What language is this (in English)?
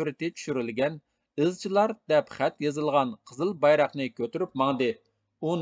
Uyghur